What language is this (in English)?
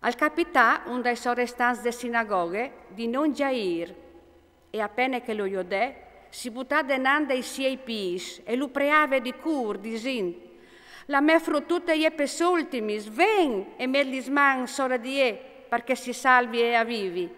Friulian